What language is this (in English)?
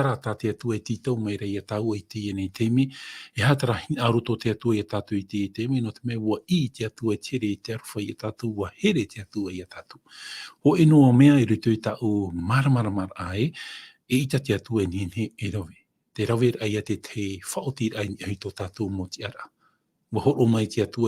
Tahitian